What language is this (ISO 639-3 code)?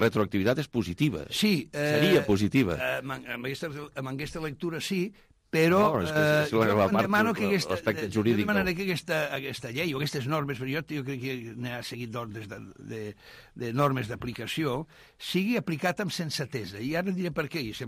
cat